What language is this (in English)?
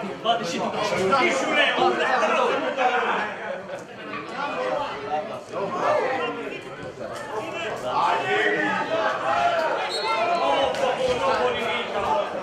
Romanian